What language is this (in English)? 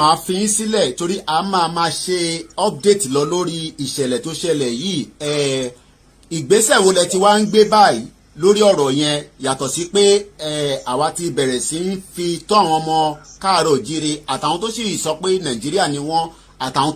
Yoruba